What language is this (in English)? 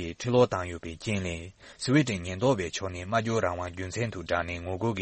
Tibetan